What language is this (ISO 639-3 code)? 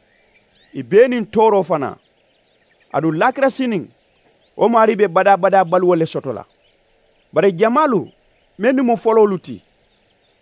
man